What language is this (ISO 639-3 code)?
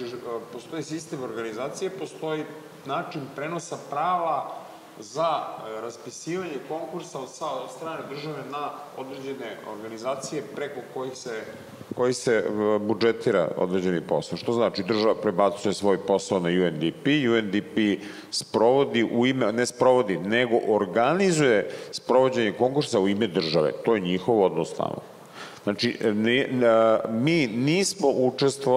srp